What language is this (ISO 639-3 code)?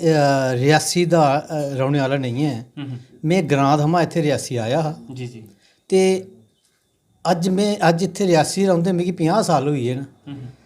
doi